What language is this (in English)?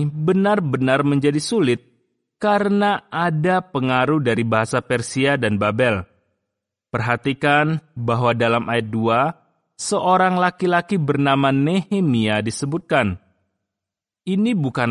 Indonesian